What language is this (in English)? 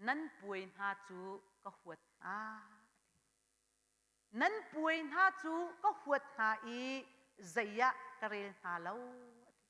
Hakha Chin